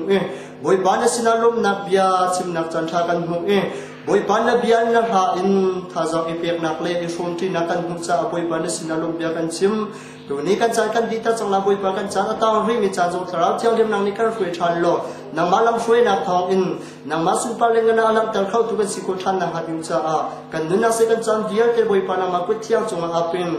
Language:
Hakha Chin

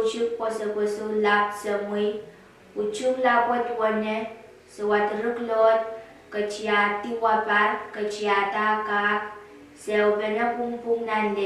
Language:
Pohnpeian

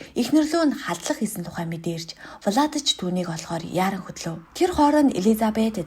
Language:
Mongolian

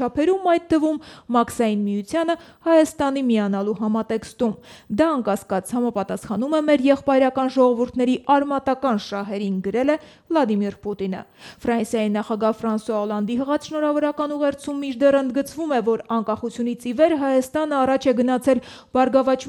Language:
Armenian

